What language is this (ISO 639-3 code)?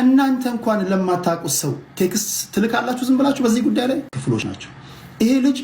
amh